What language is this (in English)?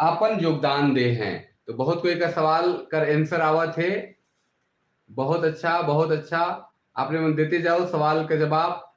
Sadri